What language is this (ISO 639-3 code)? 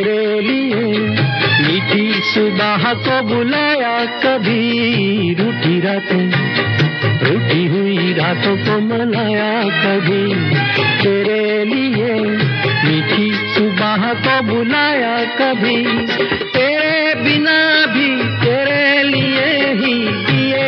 hin